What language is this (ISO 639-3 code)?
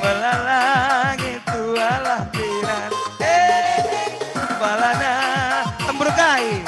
btx